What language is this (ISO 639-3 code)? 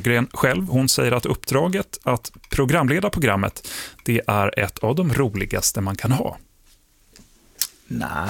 swe